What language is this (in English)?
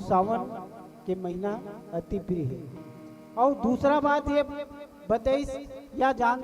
Chhattisgarhi